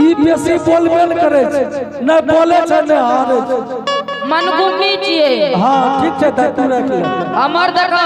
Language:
Angika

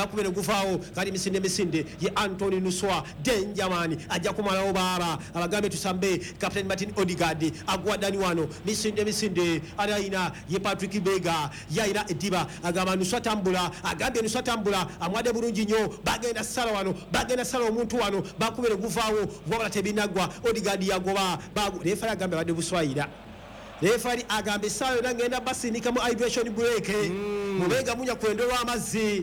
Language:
Ganda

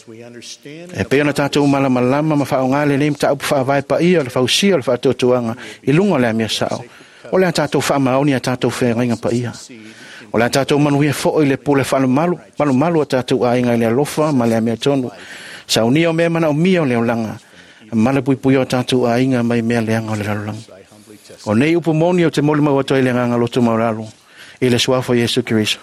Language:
Samoan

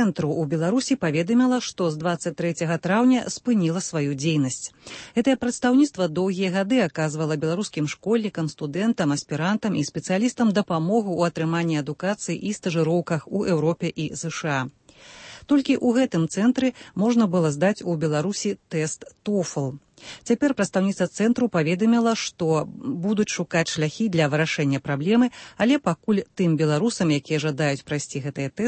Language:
Belarusian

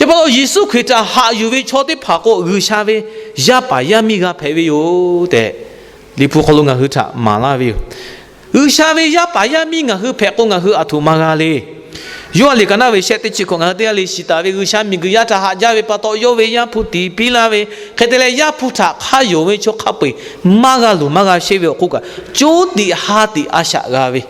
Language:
Lahu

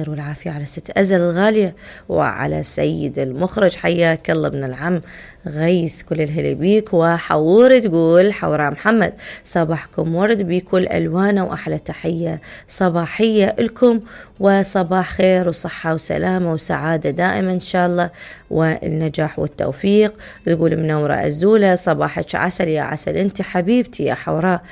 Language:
Mesopotamian Arabic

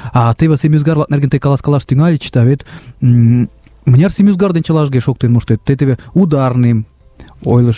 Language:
Mari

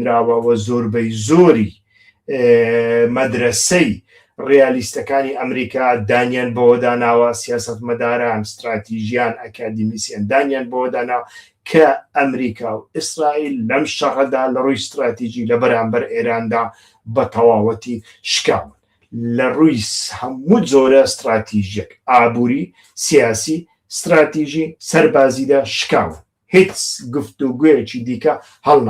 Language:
Central Kurdish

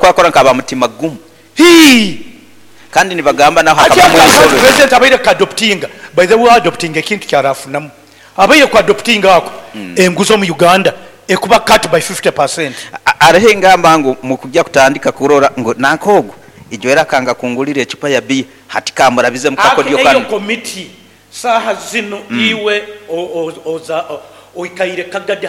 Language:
Nyoro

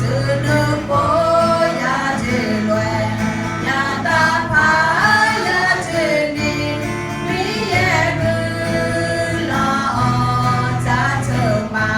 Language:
Akha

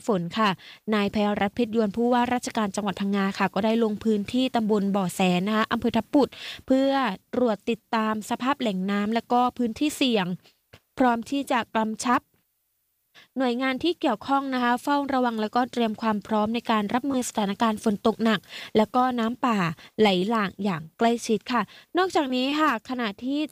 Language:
Thai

